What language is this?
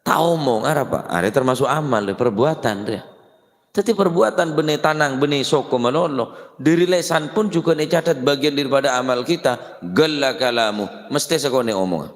Madurese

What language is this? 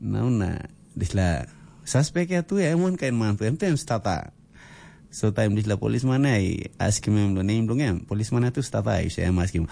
Tok Pisin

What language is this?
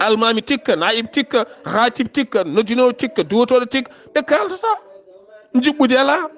Fula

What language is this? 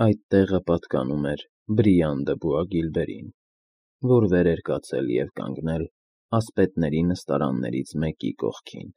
Armenian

